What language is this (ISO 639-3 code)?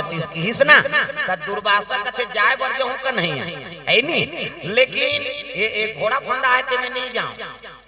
hne